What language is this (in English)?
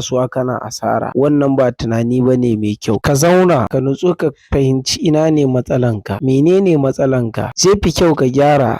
Hausa